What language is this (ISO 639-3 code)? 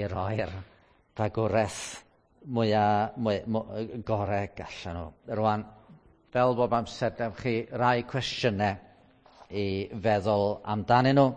cym